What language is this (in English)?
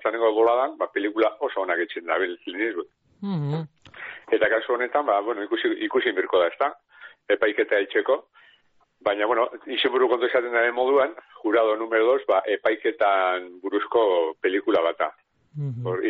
Basque